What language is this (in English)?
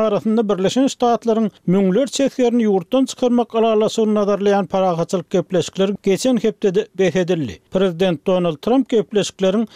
Turkmen